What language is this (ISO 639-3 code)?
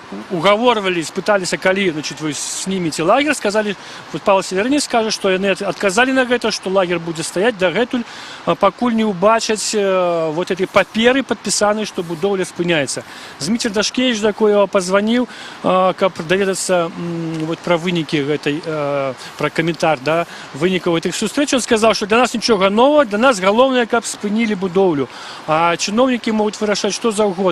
bel